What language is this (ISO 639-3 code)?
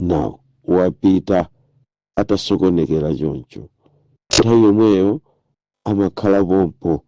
nya